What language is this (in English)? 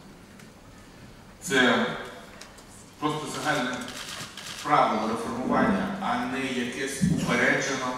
Ukrainian